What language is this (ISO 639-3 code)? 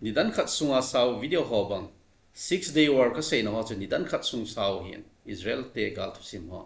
tcz